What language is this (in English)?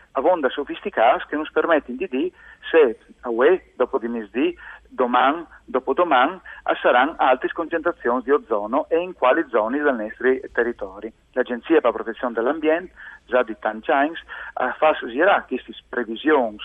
Friulian